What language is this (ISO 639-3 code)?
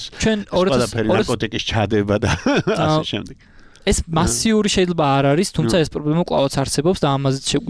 kat